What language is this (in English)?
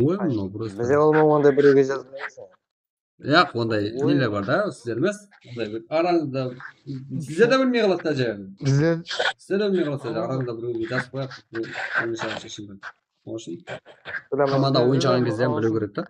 Kara-Kalpak